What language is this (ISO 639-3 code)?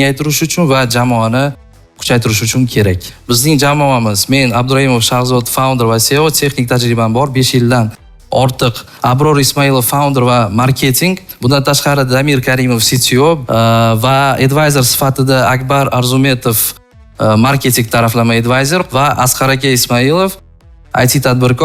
uzb